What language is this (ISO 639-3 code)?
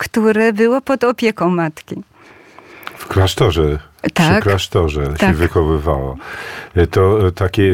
pol